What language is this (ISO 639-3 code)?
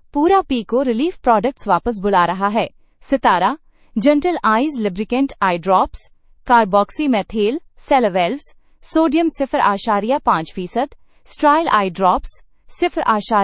urd